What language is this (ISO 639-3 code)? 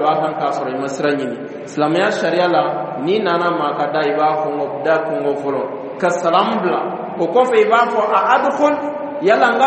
dyu